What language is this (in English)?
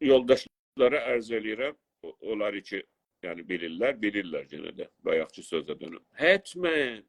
South Azerbaijani